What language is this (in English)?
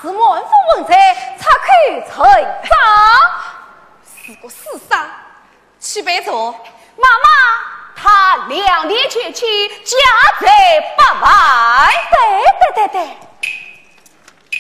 Chinese